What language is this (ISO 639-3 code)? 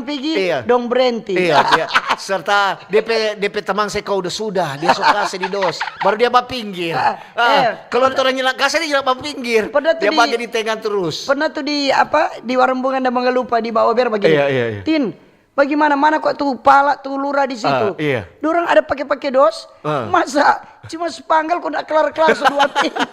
xmm